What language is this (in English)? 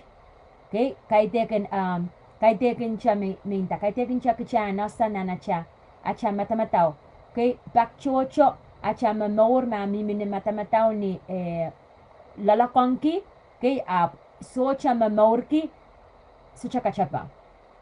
Pohnpeian